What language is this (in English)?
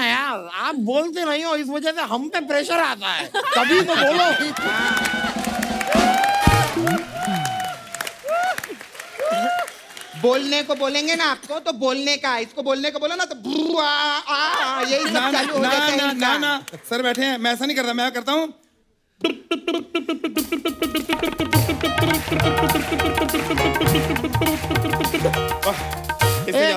Hindi